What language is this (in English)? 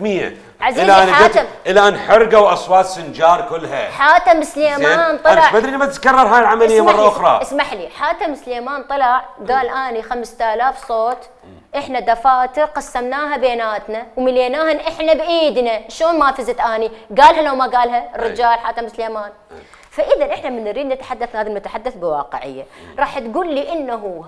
Mesopotamian Arabic